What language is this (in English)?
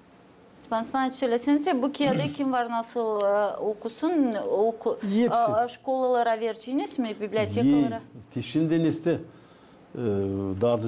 Gagauz